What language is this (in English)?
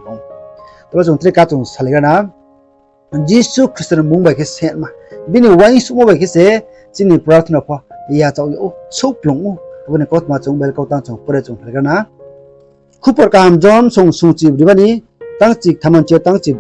Riang (India)